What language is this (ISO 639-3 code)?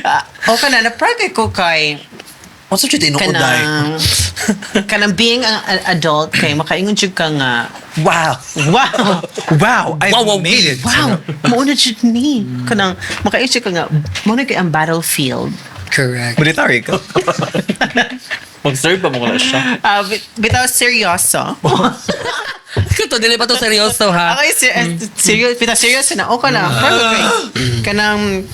ceb